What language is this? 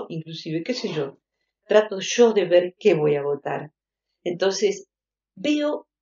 Spanish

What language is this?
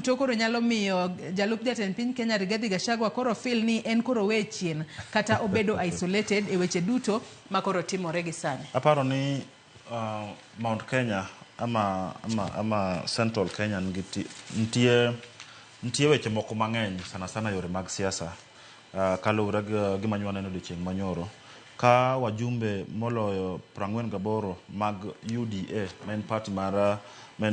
Luo (Kenya and Tanzania)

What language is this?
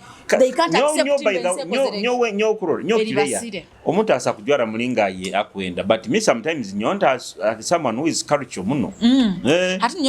Nyoro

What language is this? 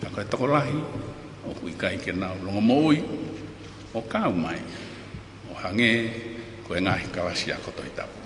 Tongan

